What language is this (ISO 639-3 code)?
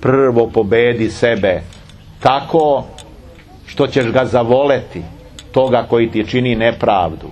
srp